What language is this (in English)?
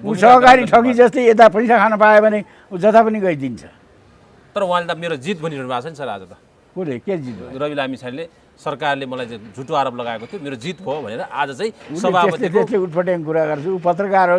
Nepali